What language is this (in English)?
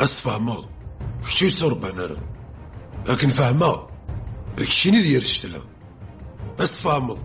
Kabyle